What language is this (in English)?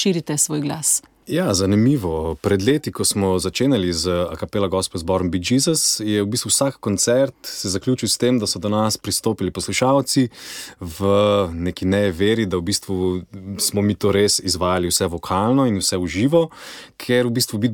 Slovenian